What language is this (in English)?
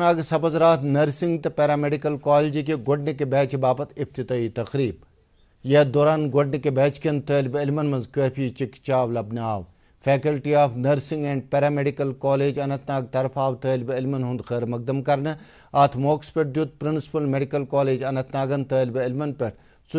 Kashmiri